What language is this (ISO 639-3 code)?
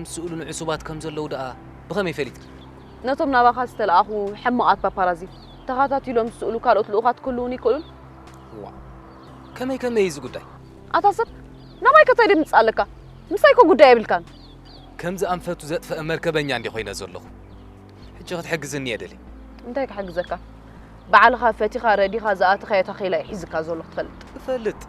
tir